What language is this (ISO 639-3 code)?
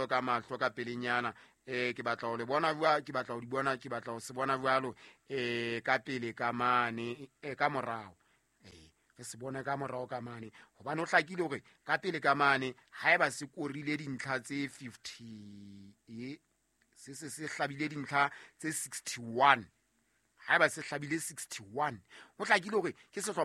sot